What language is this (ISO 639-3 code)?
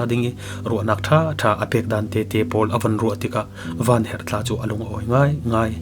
cfm